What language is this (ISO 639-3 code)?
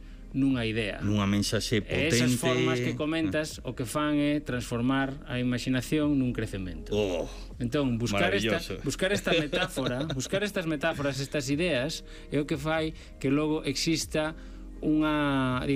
glg